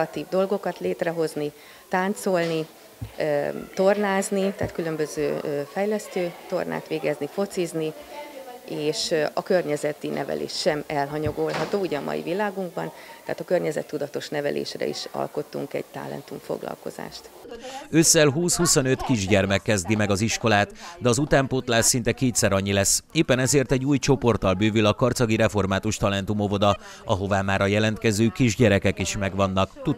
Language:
Hungarian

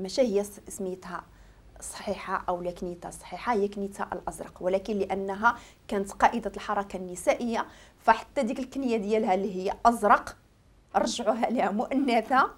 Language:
Moroccan Arabic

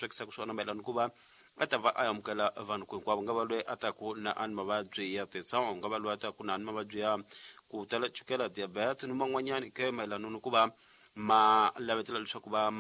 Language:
Tsonga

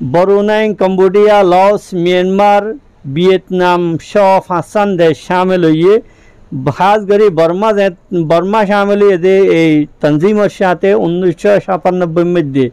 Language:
Rohingya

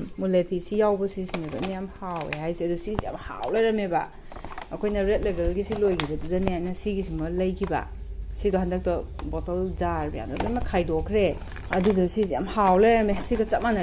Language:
Manipuri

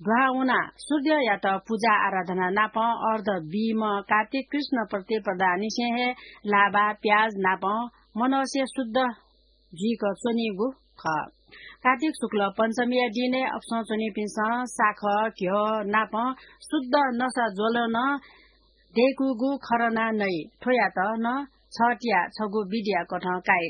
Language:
Newari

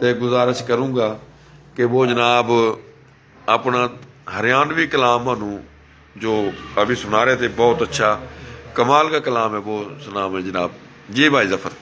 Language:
Haryanvi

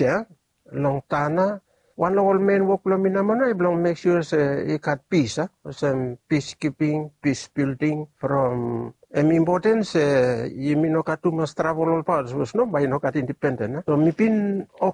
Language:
Bislama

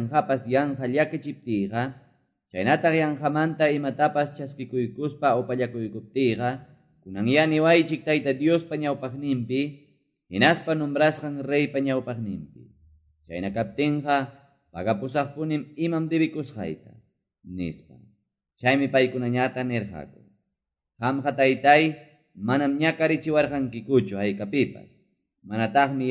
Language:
Quechua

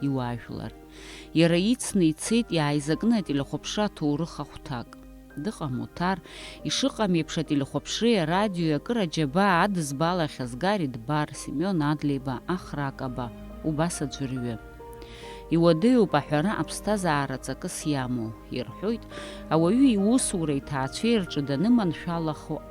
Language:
Abkhazian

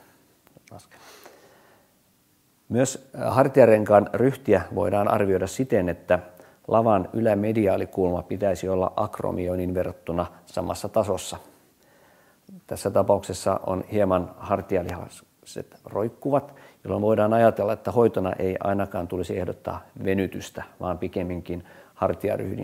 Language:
Finnish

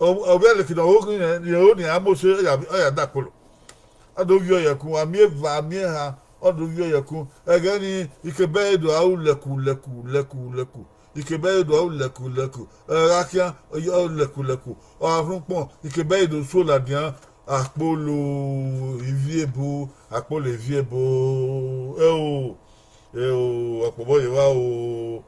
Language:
Bini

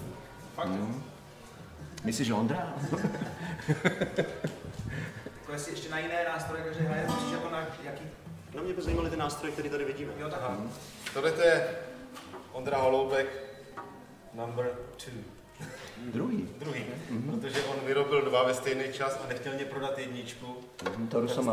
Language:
Czech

